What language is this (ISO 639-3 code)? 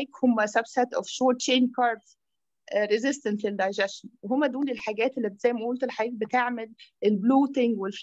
arz